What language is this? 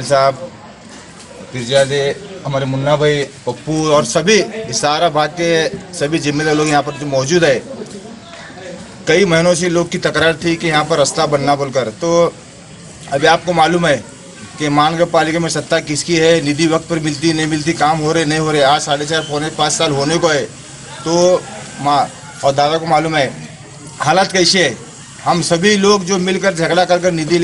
Marathi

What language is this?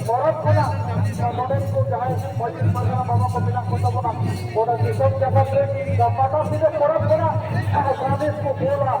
Santali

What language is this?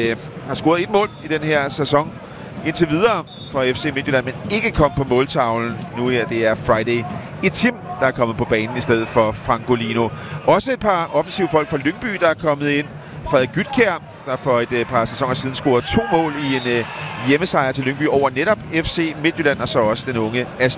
Danish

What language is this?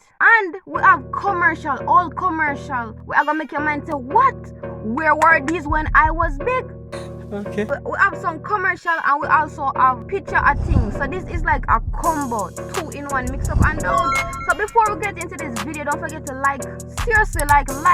Jamaican Creole English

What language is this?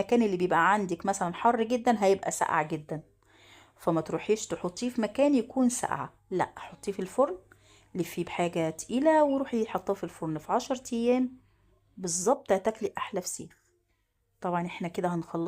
Egyptian Arabic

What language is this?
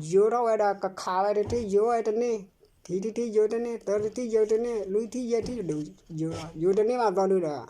S'gaw Karen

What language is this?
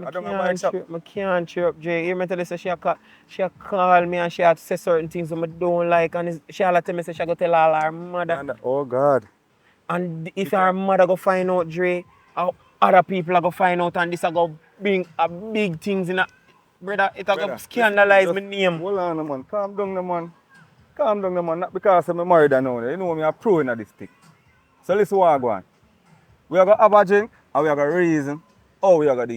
Jamaican Creole English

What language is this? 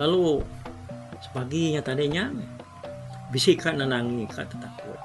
Iban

